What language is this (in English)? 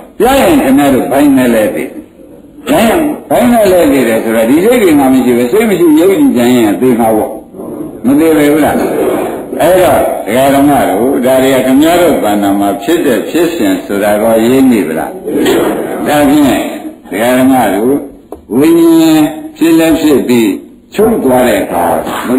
Burmese